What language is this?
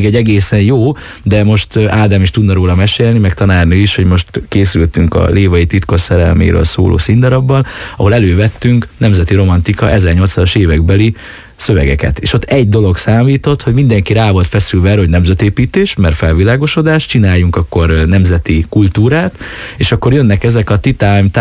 Hungarian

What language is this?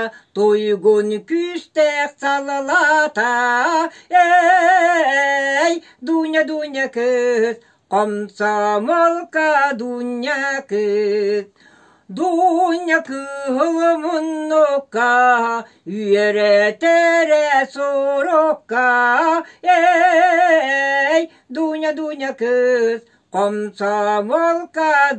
Yakut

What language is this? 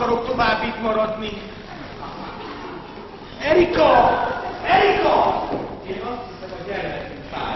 Hungarian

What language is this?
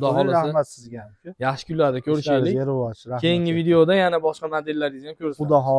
Uzbek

